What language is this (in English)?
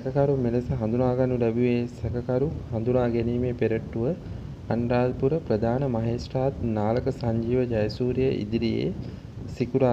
Sinhala